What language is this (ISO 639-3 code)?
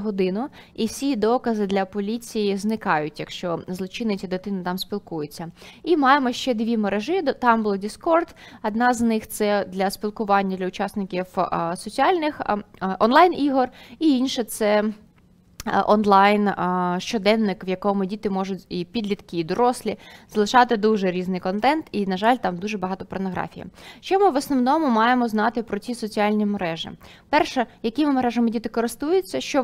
ukr